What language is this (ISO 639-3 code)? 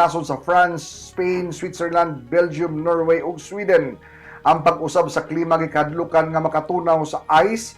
ceb